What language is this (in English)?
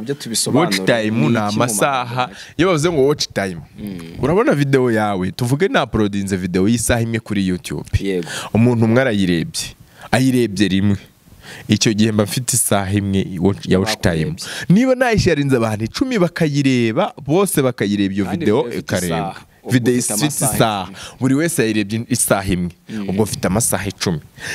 Kinyarwanda